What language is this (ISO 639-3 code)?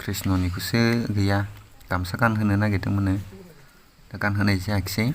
brx